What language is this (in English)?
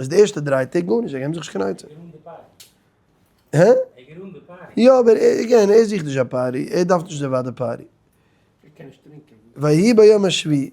Yiddish